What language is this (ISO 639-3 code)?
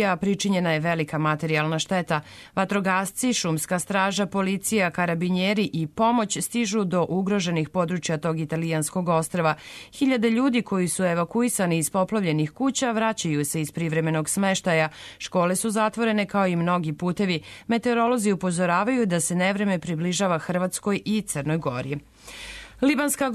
srp